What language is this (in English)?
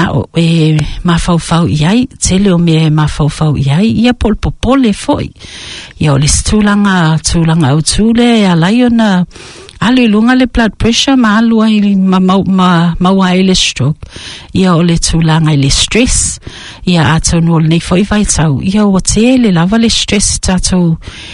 Samoan